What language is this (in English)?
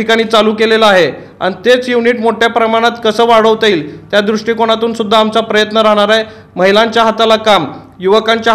Marathi